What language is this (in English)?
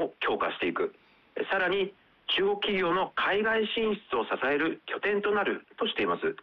Japanese